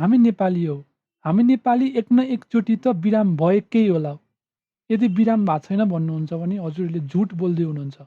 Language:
Nepali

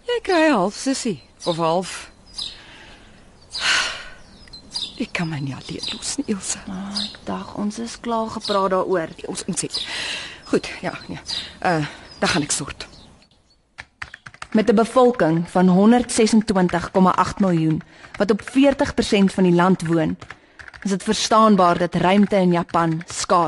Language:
Afrikaans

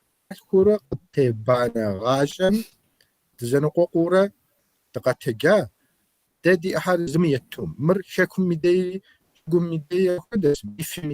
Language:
Kabardian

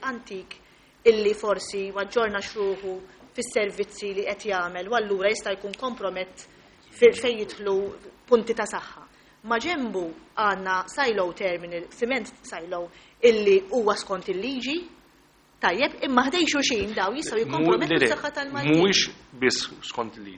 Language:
Maltese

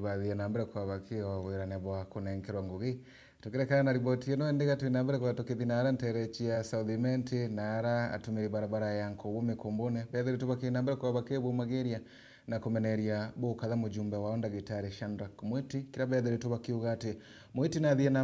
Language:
Meru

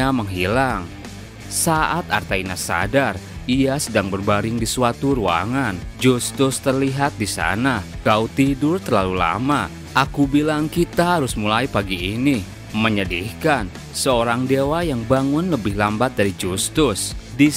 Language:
Indonesian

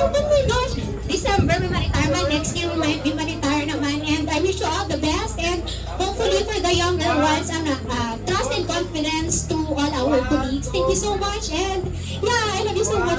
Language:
Hiligaynon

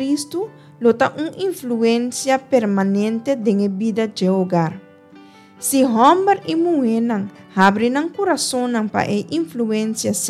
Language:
Papiamento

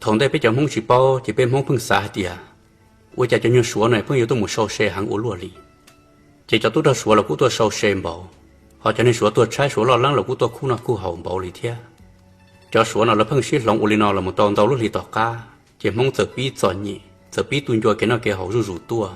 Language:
Hmong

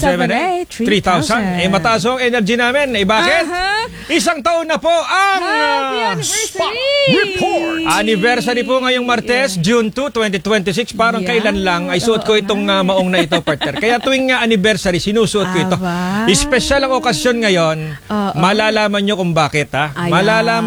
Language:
Filipino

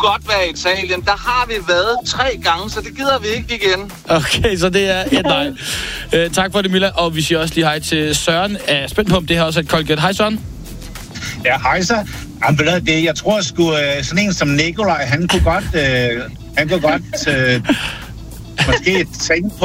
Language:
Danish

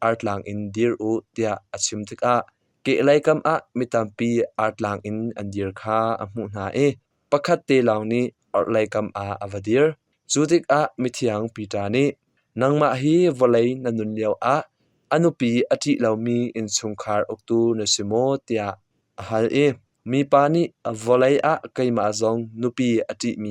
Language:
Hakha Chin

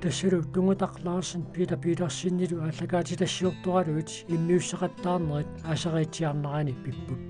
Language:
Kalaallisut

